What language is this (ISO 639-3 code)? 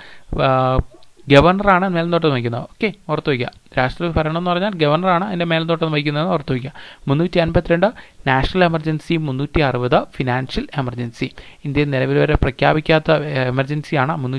mal